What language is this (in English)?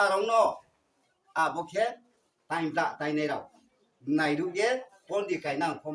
Riang (India)